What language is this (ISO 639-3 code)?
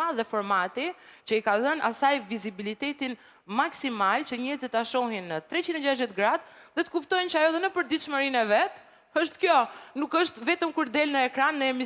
sqi